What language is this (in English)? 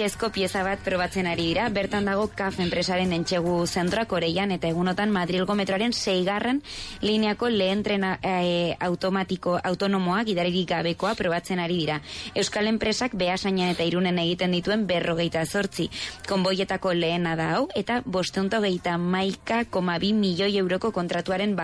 Basque